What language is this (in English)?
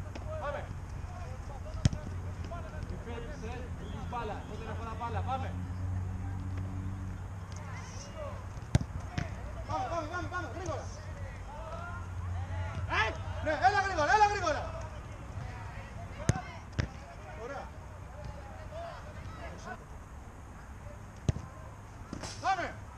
Greek